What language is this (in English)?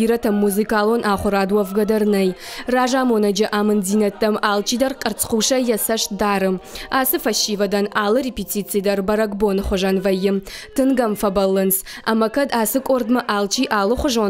Ossetic